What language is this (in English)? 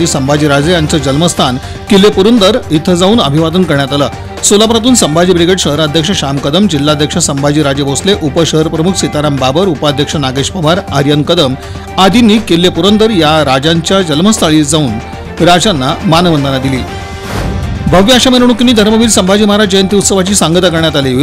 Marathi